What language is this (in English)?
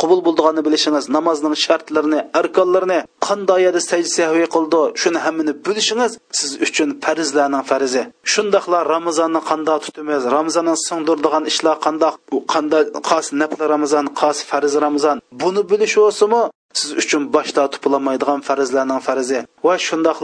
Uyghur